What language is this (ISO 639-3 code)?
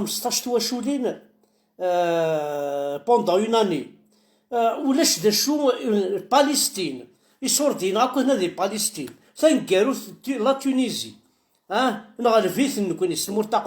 kab